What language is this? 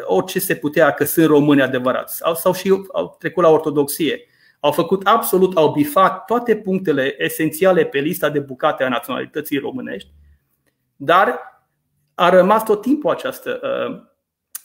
Romanian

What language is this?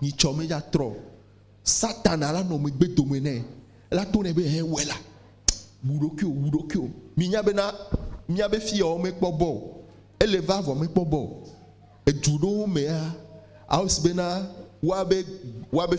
Ewe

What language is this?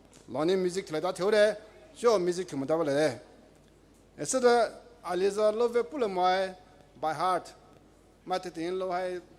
Poumei Naga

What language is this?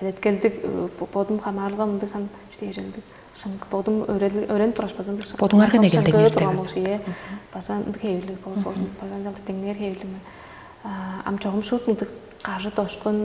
Tuvinian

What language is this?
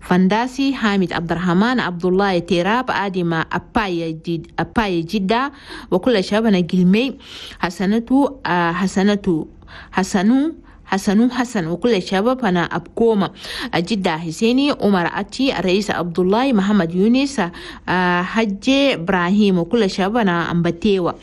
Chadian Arabic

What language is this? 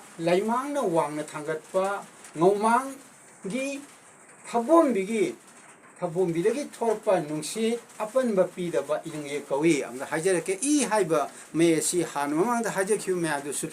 Manipuri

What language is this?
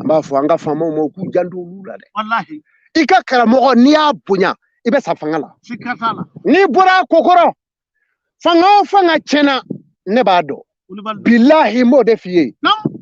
Bambara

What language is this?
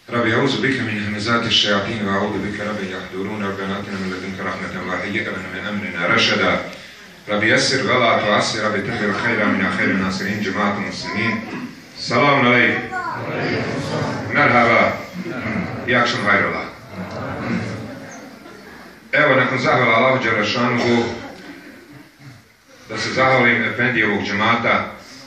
Bosnian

